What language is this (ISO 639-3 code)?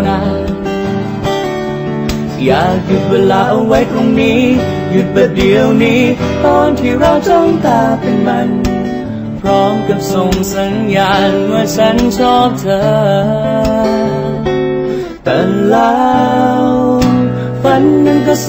tha